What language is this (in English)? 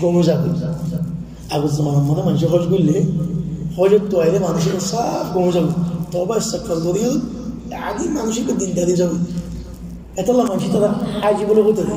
Rohingya